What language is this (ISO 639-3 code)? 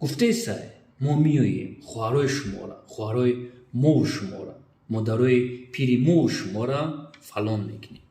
tgk